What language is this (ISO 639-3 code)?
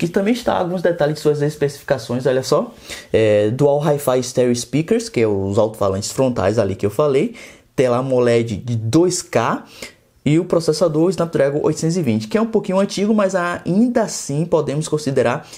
por